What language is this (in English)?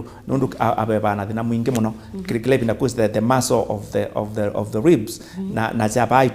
Kamba